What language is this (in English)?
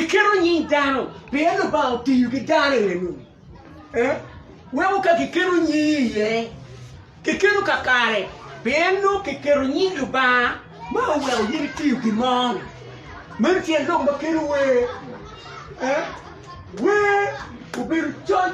Acoli